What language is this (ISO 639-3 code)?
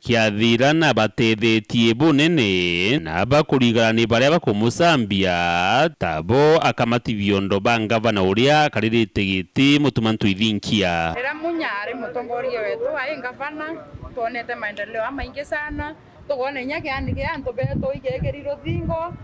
mer